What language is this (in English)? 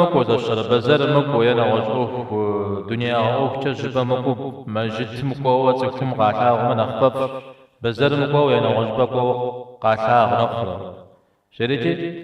Kabardian